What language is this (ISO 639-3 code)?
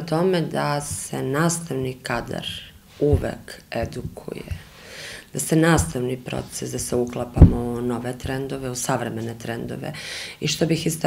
srp